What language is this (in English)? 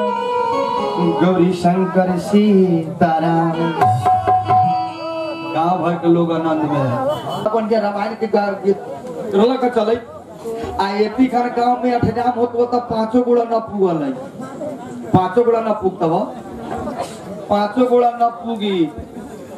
Bhojpuri